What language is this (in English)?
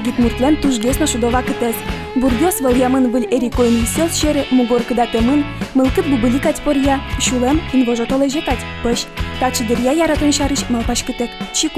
Udmurt